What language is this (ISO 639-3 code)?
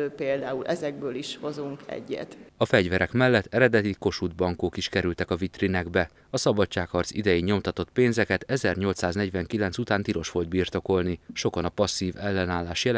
hun